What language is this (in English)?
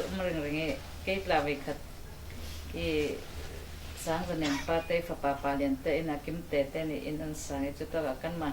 Falam Chin